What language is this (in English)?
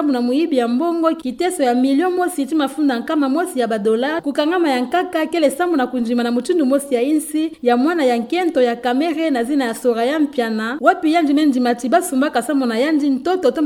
Kituba (Democratic Republic of Congo)